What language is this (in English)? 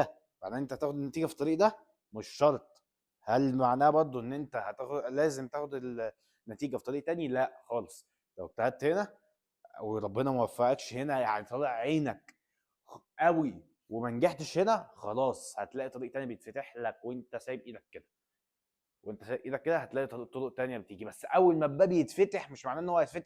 Egyptian Arabic